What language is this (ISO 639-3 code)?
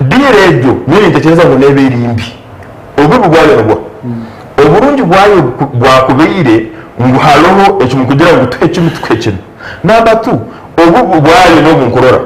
nyn